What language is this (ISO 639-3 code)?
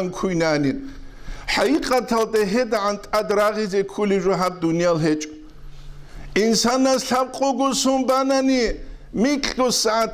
ava